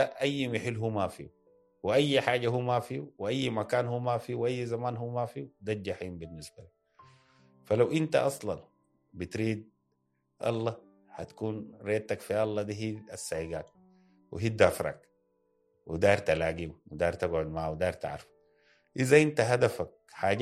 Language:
Sudanese Arabic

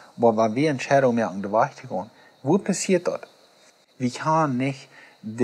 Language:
Plautdietsch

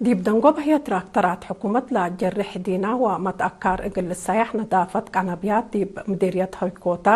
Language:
Tigre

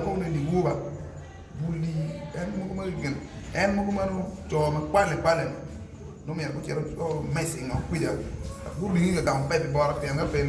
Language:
Acoli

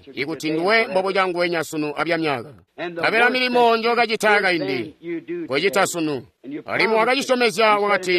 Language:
Tonga (Zambia)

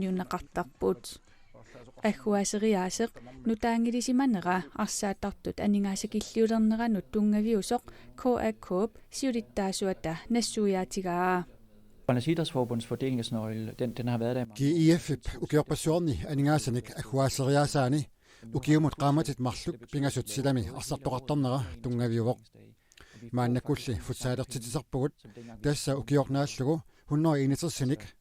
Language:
Kalaallisut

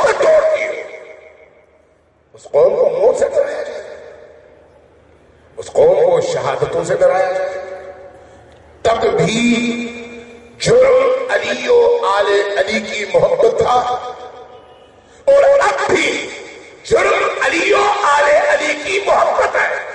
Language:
Urdu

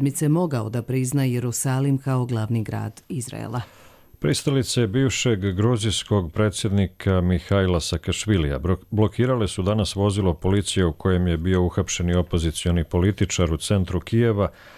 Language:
Croatian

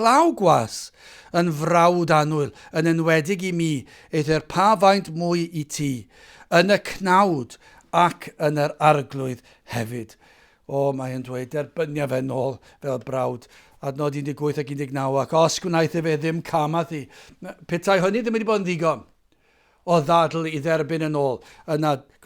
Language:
Welsh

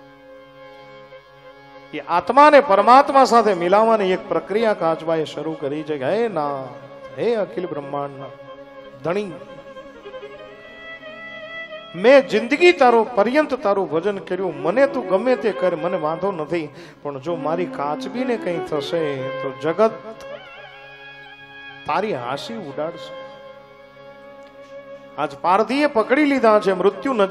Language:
Gujarati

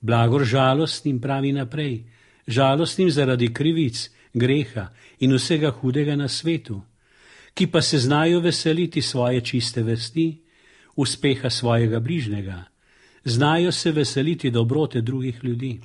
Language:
Slovenian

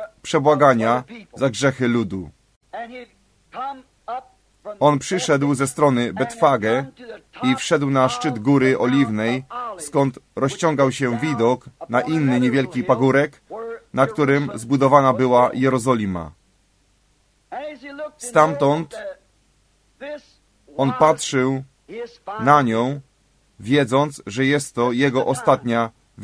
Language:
Polish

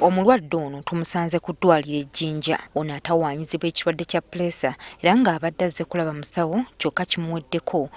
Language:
Ganda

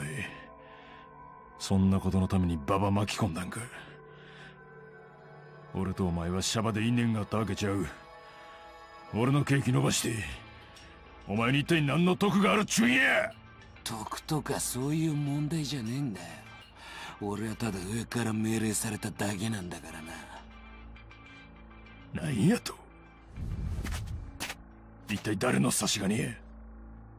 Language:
Japanese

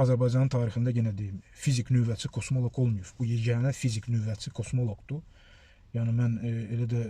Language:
Azerbaijani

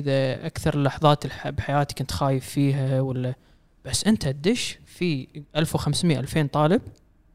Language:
Gulf Arabic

